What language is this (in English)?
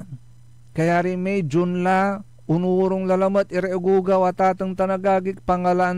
Pangasinan